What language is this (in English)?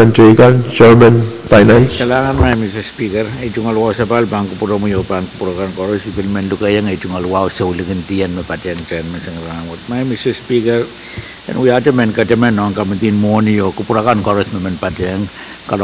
Pohnpeian